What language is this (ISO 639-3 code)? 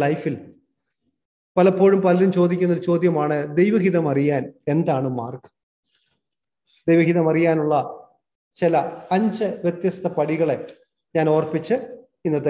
mal